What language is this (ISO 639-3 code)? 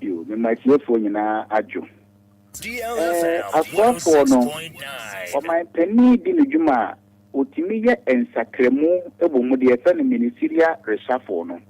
aka